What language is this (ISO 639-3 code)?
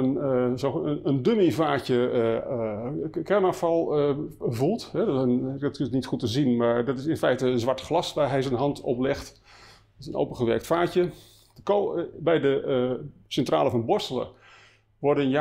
nld